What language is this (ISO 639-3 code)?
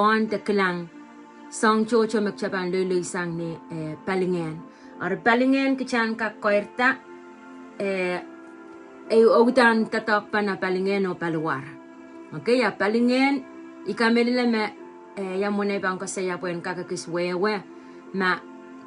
pon